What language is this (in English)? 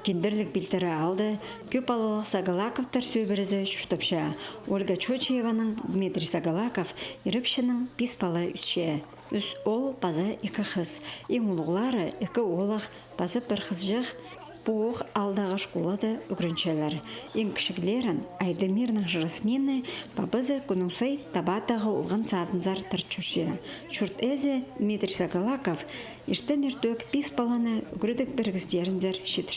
Khakas